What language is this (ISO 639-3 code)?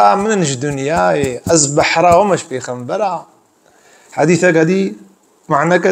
kur